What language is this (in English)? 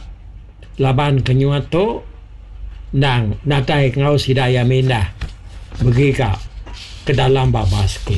Iban